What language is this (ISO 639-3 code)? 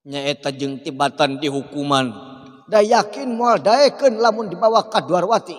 sun